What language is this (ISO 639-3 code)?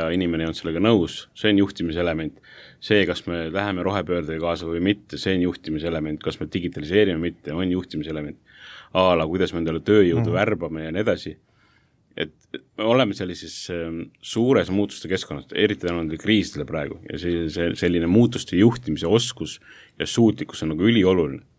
est